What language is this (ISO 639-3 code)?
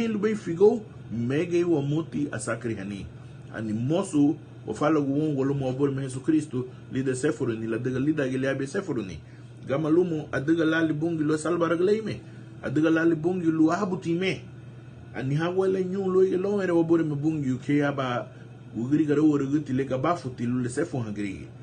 cab